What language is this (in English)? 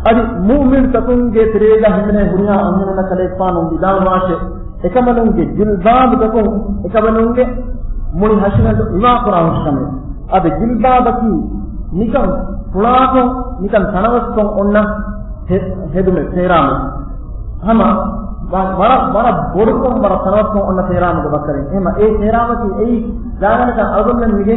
Divehi